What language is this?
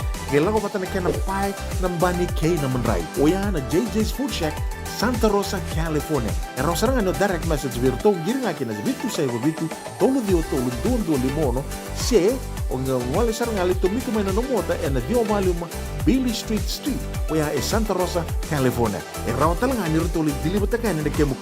Fijian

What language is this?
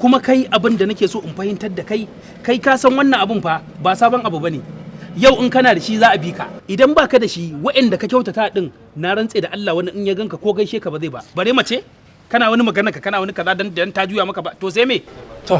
Hausa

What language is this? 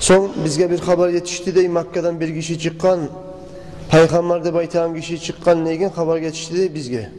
Kumyk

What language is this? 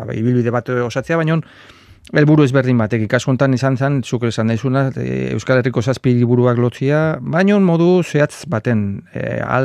Basque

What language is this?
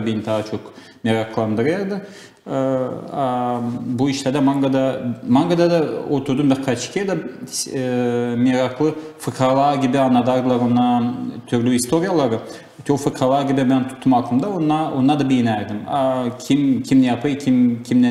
Gagauz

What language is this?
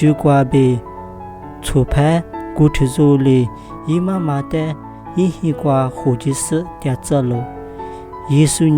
Lisu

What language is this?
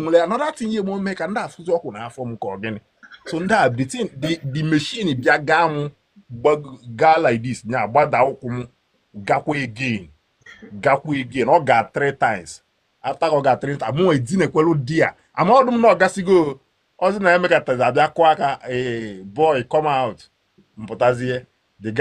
Igbo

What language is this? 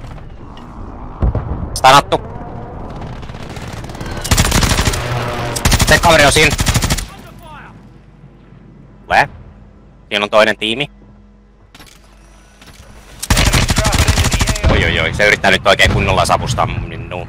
Finnish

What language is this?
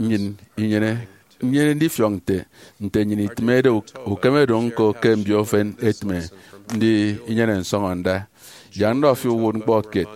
Efik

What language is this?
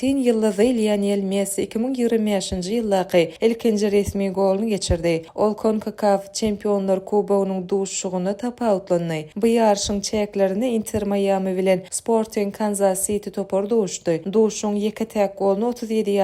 Turkmen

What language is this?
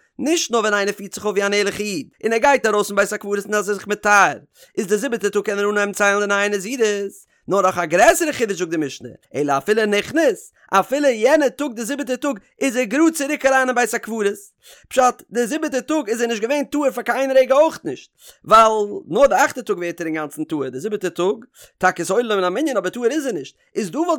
Yiddish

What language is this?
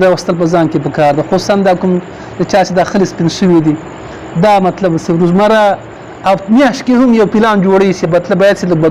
Pashto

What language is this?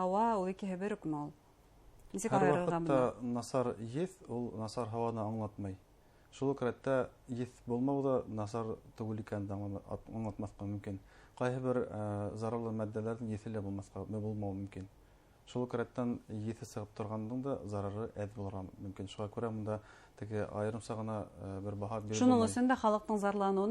Bashkir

